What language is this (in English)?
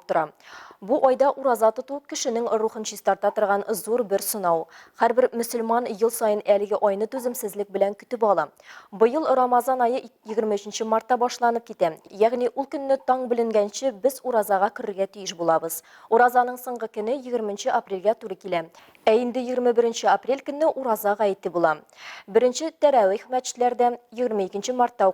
Tatar